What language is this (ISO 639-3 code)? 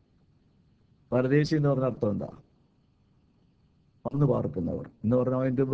mal